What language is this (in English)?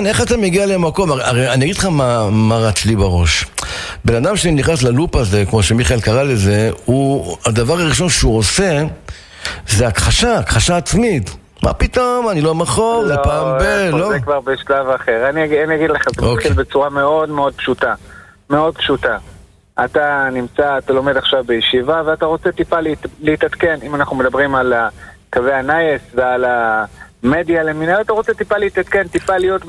Hebrew